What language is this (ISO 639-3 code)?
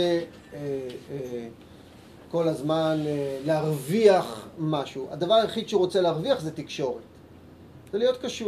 heb